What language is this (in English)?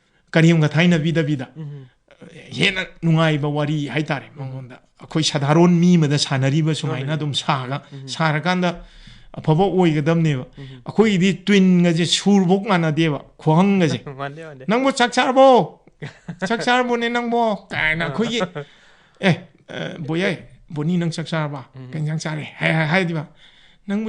Manipuri